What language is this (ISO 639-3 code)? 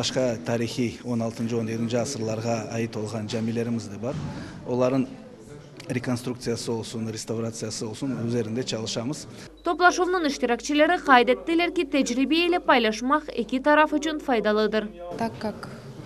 crh